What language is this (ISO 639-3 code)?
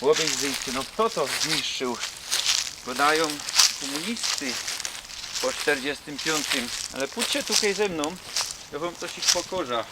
szl